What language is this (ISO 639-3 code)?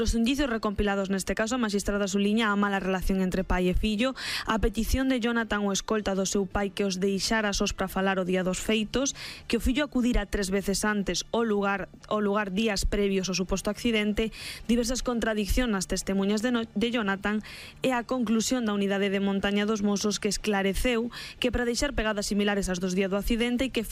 glg